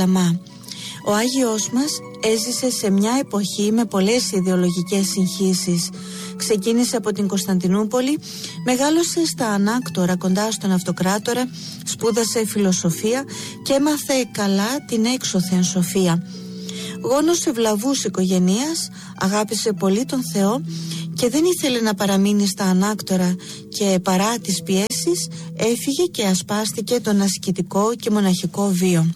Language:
Greek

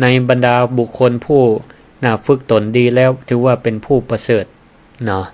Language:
Northern Thai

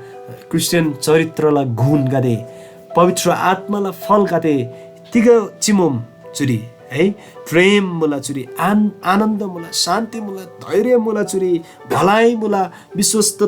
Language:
Eastern Tamang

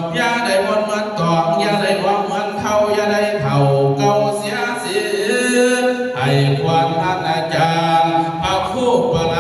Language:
Lao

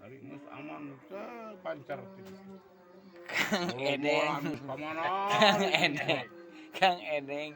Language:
Sundanese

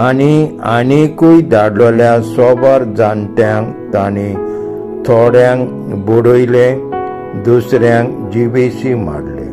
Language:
Konkani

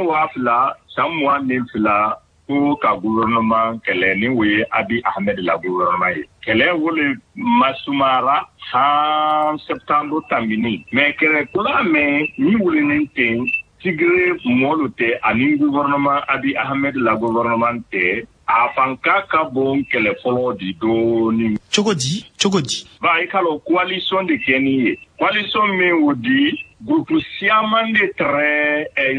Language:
Bambara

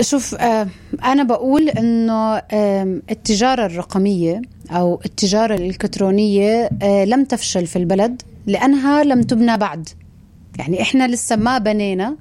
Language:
North Levantine Arabic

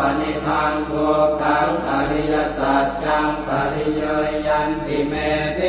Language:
Pali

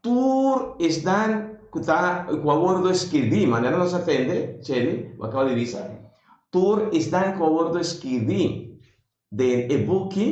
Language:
Papiamento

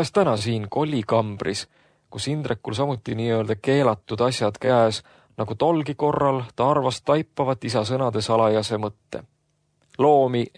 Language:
Estonian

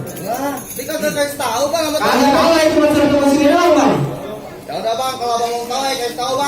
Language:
Betawi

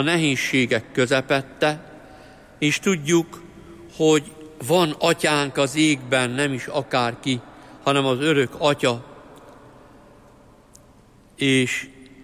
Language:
Hungarian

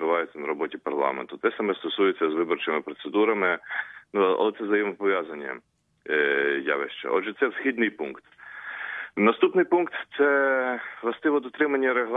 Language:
Ukrainian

